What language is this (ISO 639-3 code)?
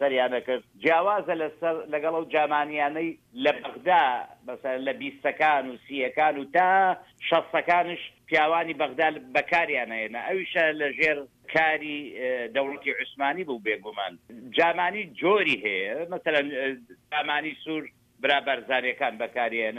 ckb